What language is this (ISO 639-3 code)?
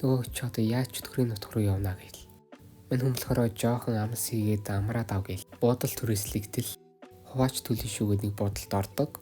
mon